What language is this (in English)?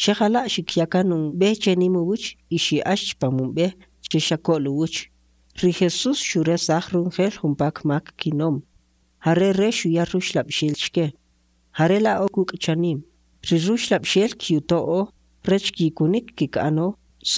Kʼicheʼ